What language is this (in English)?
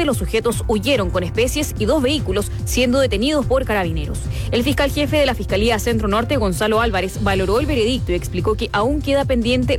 Spanish